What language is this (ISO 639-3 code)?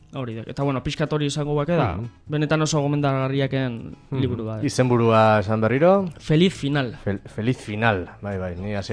eus